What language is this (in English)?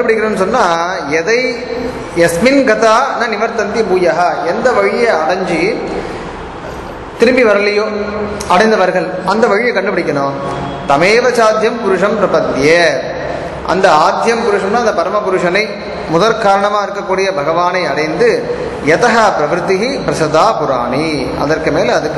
Tamil